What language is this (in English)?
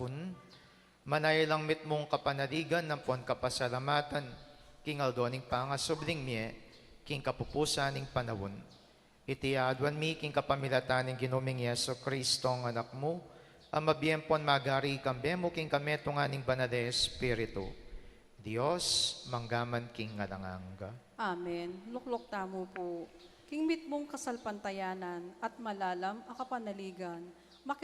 Pampanga